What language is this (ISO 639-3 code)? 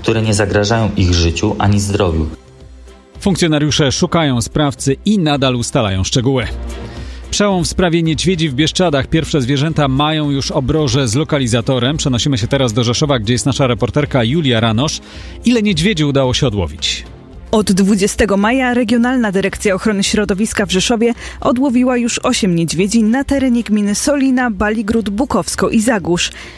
pol